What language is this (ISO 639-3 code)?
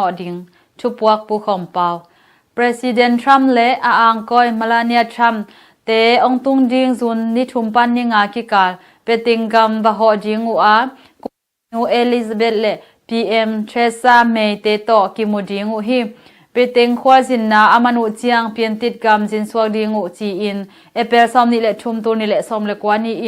ctd